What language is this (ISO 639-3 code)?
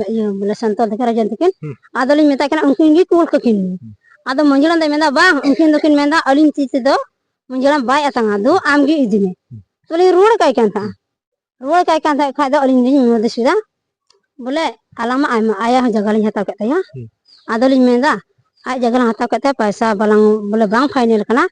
sat